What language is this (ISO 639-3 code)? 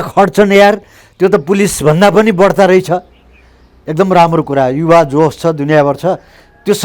nep